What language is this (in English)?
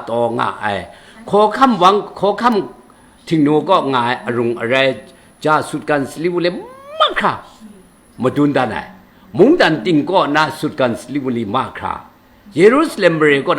Kachin